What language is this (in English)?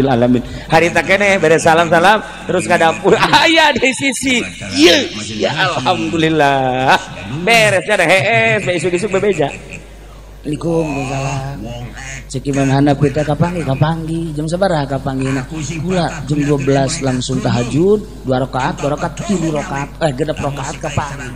Sundanese